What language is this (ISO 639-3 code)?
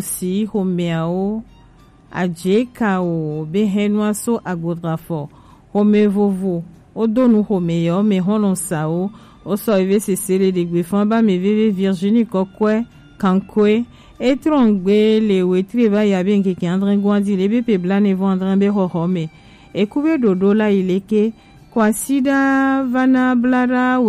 gej